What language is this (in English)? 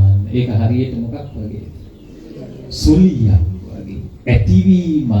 Sinhala